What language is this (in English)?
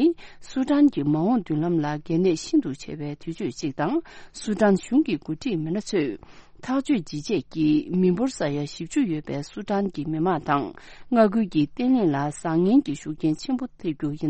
Tibetan